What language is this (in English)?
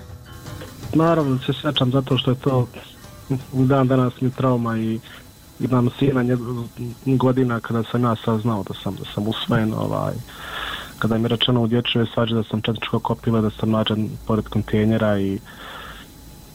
Bosnian